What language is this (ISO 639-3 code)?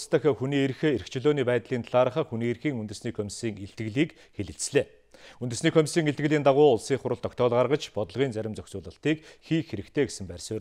mon